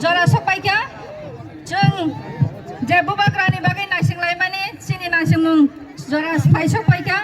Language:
Kok Borok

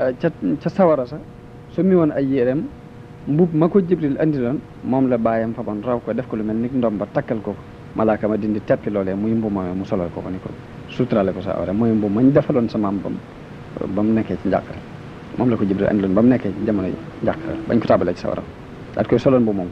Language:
Wolof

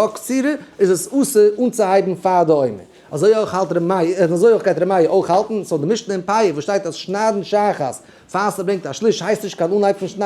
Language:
Yiddish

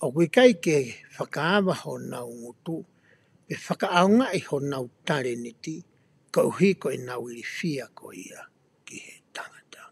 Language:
Tongan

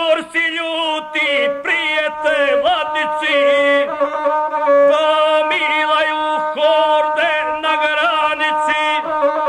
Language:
Croatian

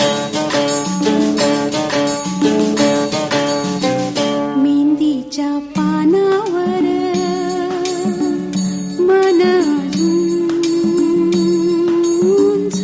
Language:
Marathi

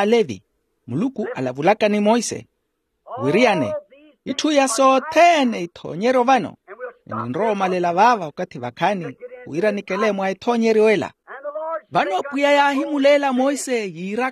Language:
Makhuwa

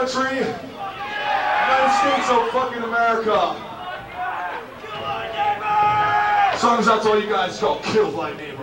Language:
English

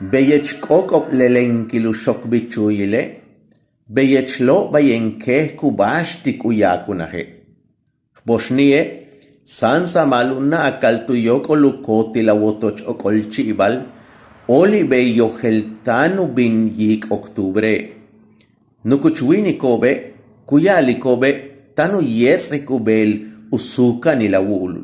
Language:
Yucateco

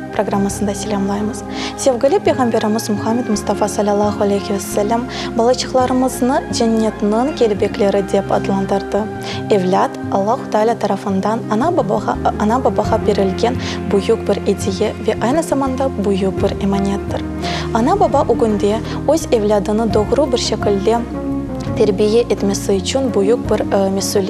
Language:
Crimean Tatar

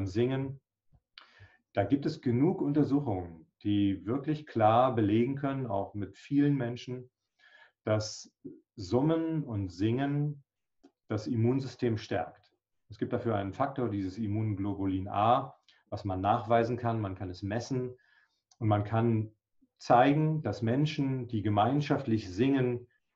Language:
German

